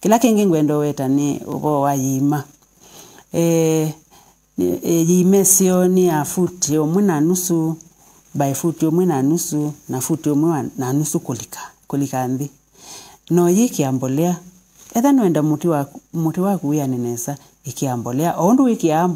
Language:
Kamba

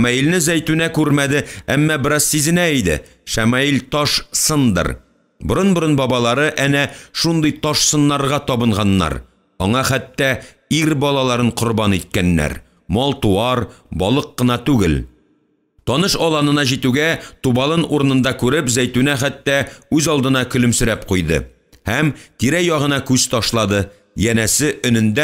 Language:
Tatar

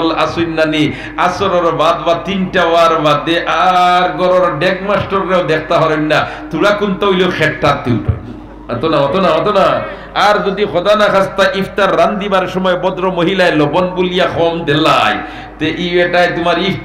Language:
Sylheti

